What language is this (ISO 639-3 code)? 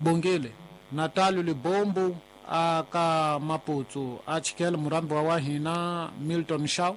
tso